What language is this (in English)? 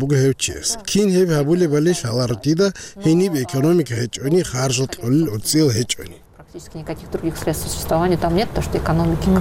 Avaric